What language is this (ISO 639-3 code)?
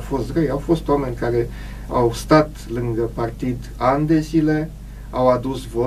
ron